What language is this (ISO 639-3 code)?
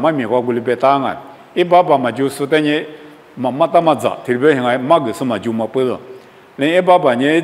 lis